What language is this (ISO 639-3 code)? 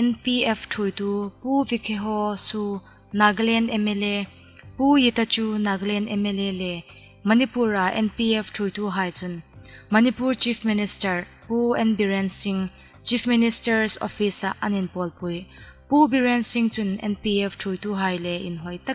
hmr